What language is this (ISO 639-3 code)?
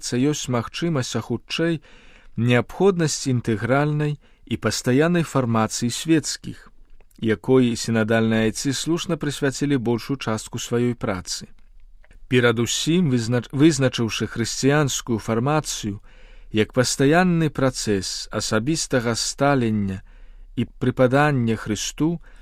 bel